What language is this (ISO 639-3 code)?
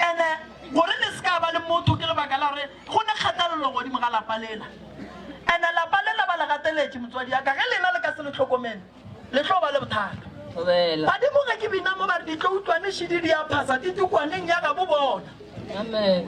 nso